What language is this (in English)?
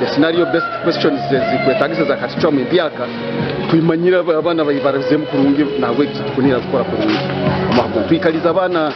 Nyankole